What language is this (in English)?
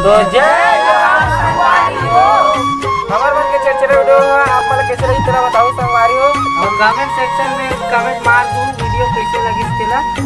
Chhattisgarhi